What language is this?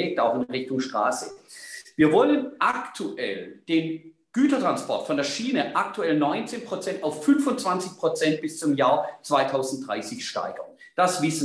German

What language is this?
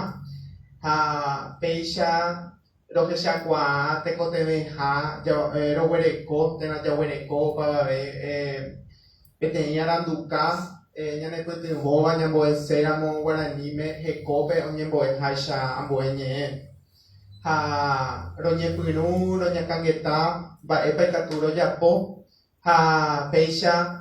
Guarani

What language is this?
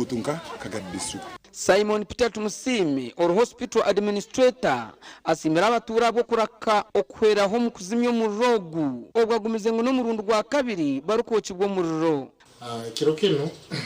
Nyankole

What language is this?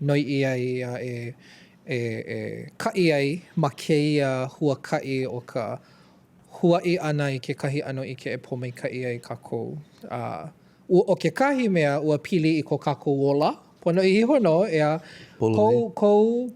Hawaiian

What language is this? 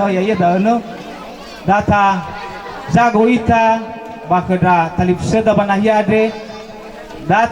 Nias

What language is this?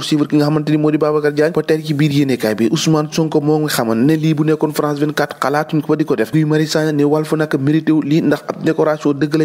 Wolof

